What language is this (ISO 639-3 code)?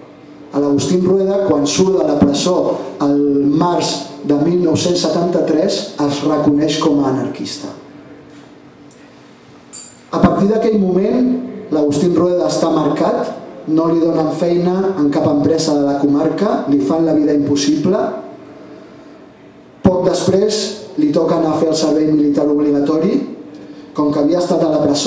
cat